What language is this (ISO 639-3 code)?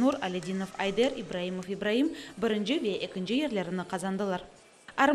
crh